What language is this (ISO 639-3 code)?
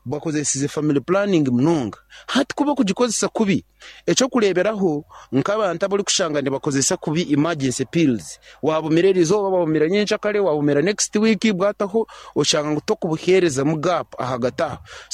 nyn